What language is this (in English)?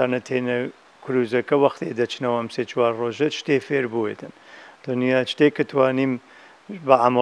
Central Kurdish